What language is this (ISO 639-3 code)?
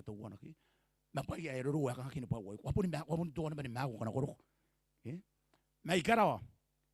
gil